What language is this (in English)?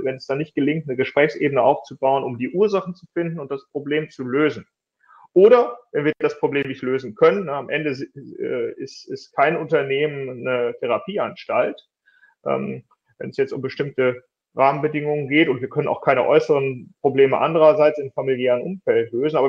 German